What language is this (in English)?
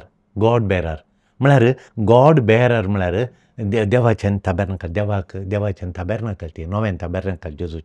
Konkani